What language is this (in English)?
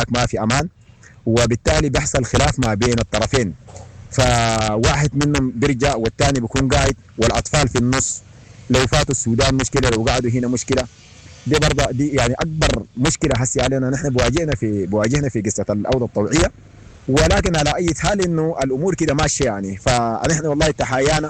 Sudanese Arabic